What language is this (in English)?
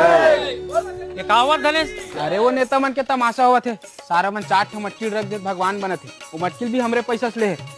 Chhattisgarhi